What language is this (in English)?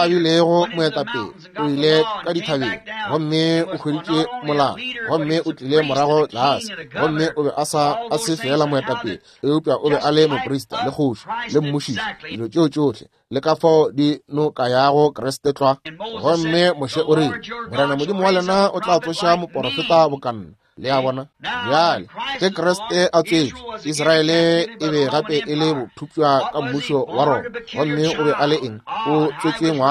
Northern Sotho